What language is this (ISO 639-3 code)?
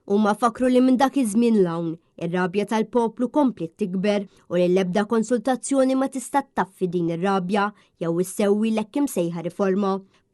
mlt